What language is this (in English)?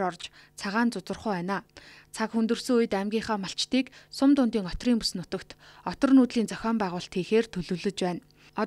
Mongolian